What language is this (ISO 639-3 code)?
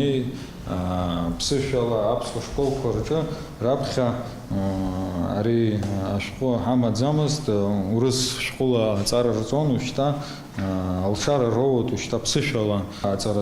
abk